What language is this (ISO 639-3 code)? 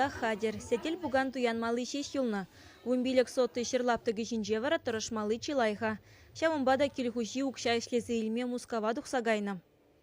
chv